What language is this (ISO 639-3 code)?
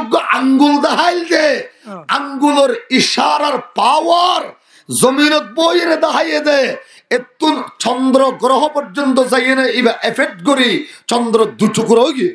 rhg